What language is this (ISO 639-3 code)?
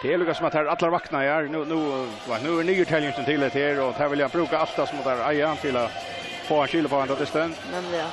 fao